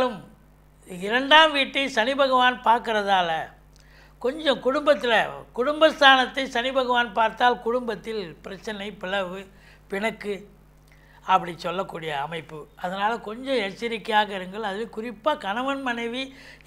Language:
Tamil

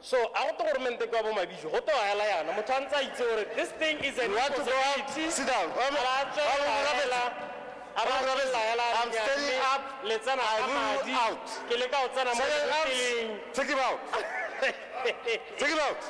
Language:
Tswana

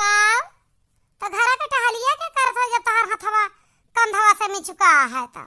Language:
Awadhi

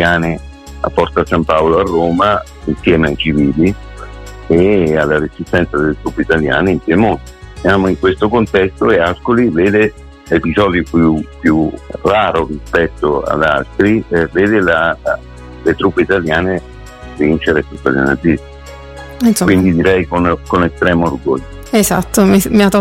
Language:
Italian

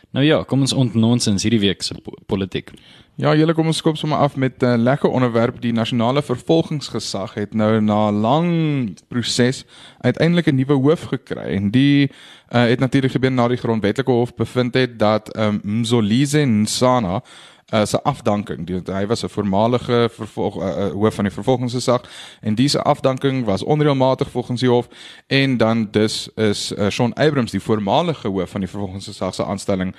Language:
Afrikaans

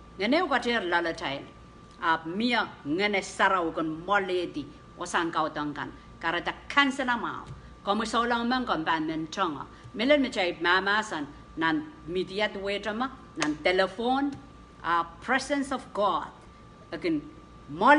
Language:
Pohnpeian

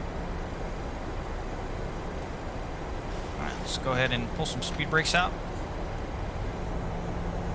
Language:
English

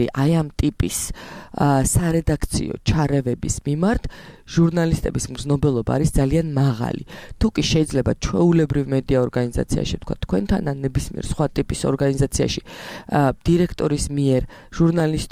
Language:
Georgian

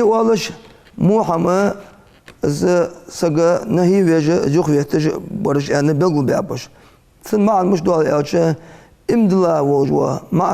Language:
Ingush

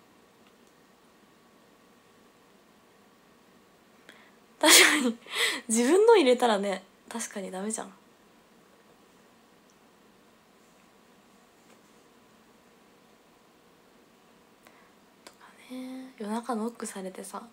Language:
Japanese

